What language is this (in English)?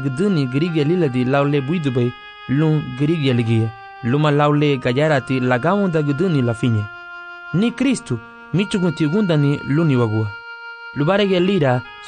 Garifuna